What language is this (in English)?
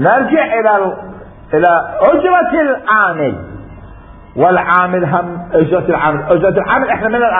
Mesopotamian Arabic